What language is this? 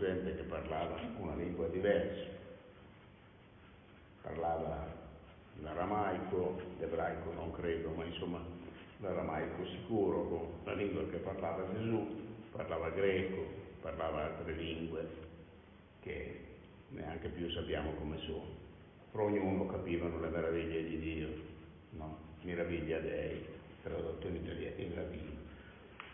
Italian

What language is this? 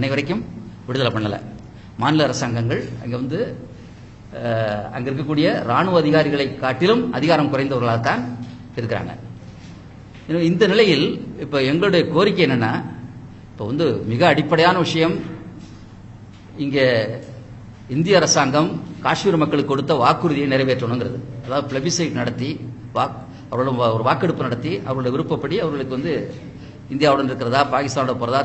Tamil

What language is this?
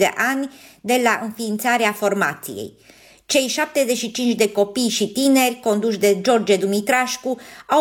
Romanian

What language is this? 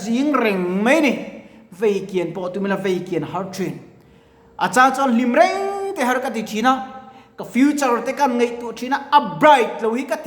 Mizo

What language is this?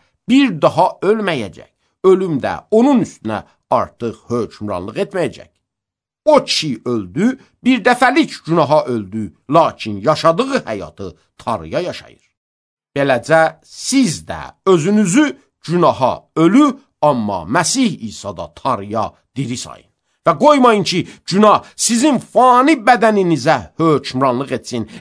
Azerbaijani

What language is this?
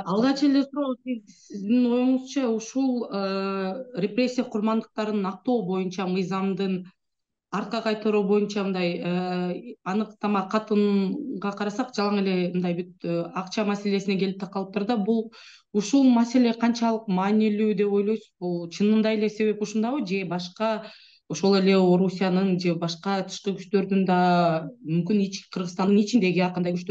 Kyrgyz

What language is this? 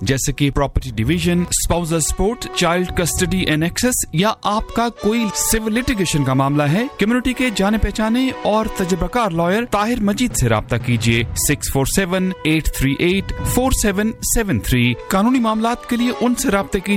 Urdu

